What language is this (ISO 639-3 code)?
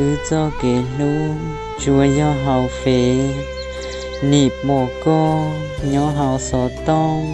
hmn